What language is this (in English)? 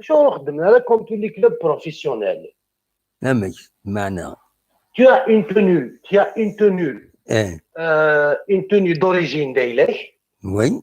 Kabyle